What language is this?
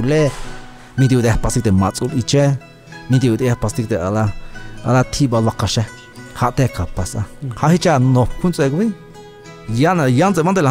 Tzeltal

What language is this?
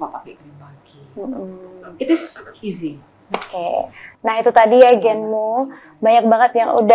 Indonesian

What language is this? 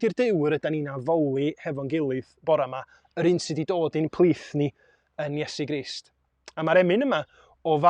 Welsh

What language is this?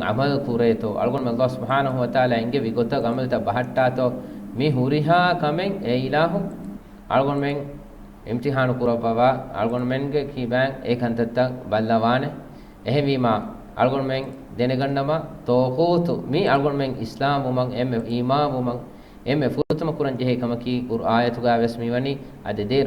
Divehi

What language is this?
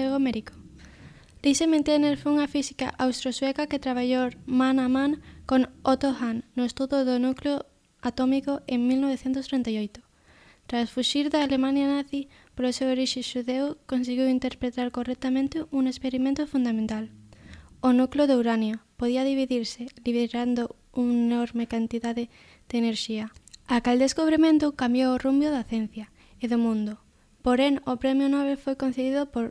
Galician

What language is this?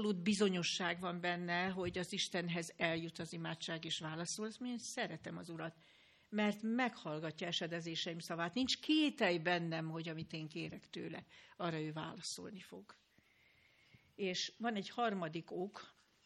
Hungarian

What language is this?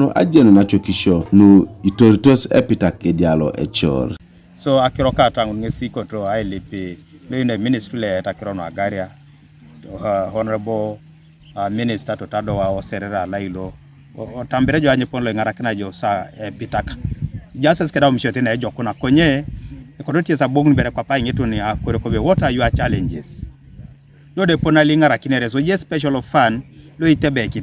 Teso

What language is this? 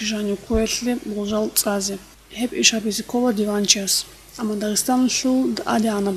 Avaric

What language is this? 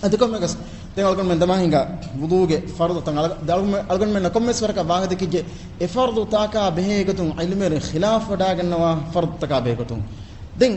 Divehi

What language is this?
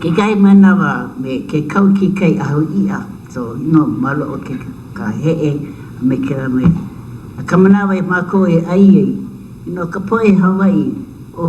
Hawaiian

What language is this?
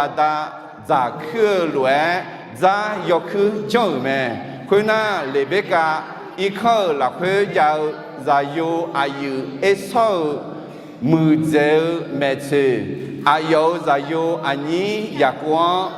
Akha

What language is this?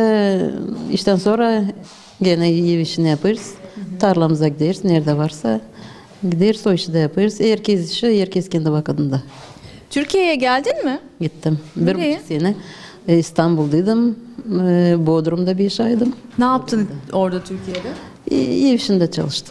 Gagauz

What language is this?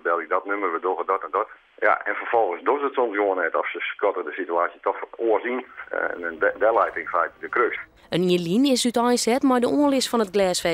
Western Frisian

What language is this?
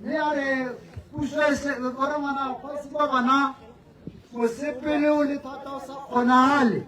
Tswana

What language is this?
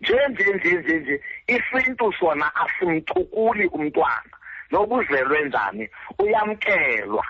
Xhosa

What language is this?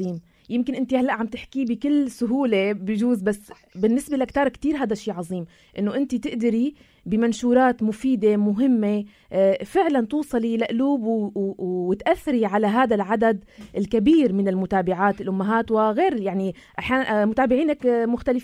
North Levantine Arabic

